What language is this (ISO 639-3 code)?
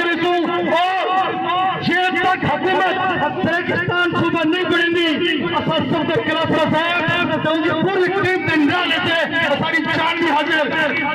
skr